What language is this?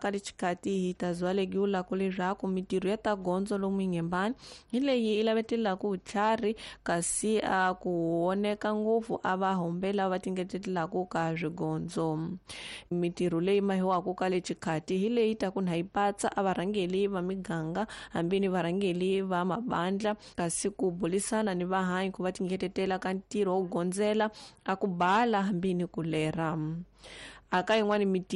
Tsonga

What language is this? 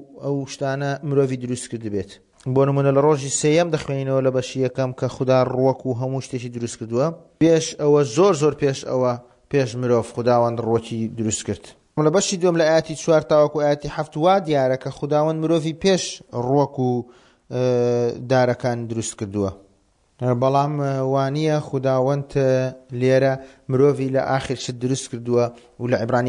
Central Kurdish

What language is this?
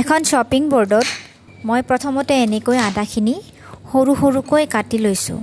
Assamese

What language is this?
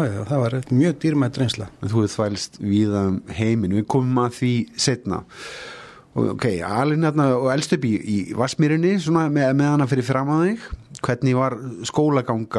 Icelandic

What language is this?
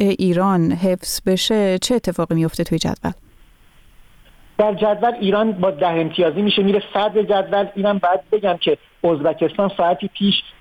Persian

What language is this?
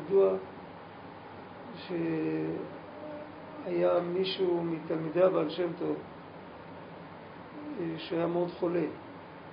Hebrew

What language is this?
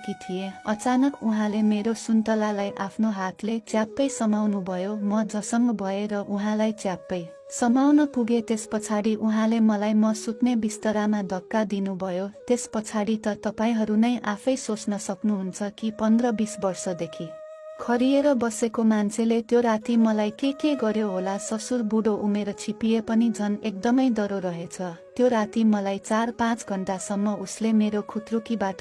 Nepali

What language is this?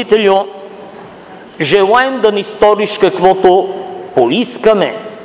Bulgarian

